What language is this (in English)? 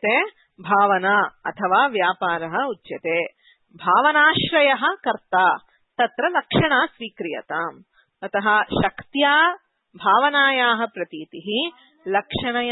Sanskrit